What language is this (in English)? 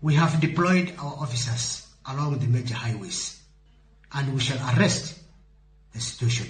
Luo (Kenya and Tanzania)